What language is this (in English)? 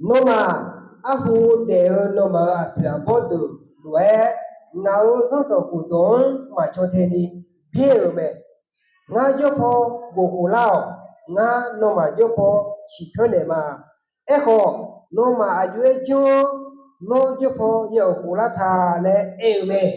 Akha